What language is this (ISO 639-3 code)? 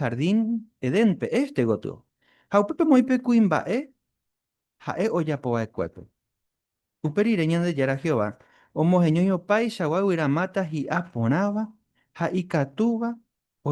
grn